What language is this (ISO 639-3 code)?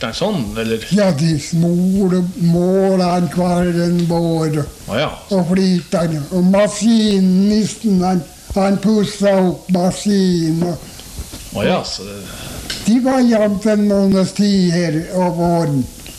nor